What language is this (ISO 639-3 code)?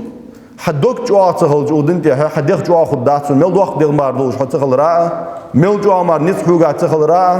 inh